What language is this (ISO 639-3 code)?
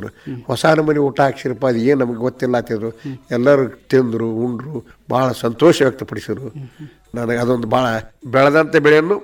kan